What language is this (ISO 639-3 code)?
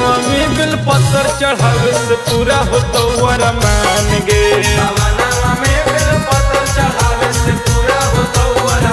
bho